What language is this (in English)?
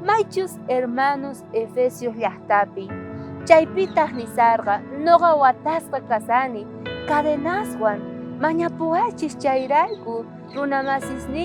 South Bolivian Quechua